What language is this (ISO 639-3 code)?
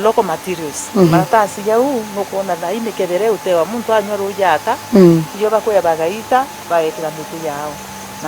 mer